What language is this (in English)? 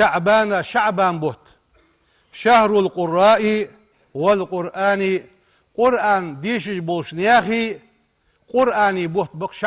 Ingush